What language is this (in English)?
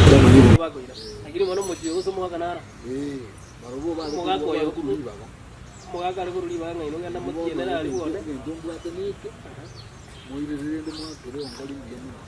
Gusii